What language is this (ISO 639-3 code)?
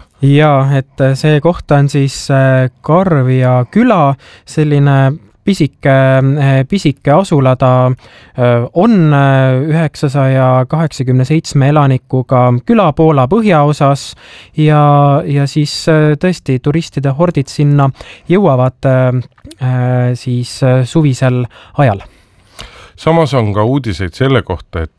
est